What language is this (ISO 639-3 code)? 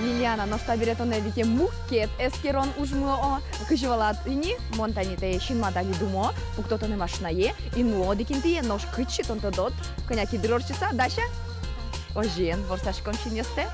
udm